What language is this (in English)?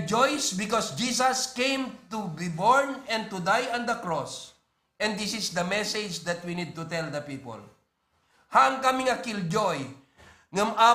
Iloko